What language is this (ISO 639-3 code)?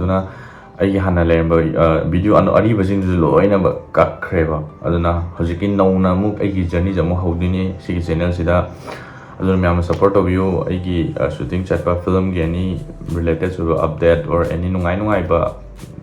mni